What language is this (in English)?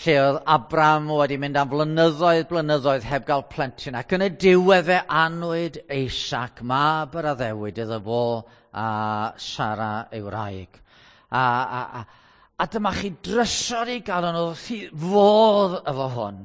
Welsh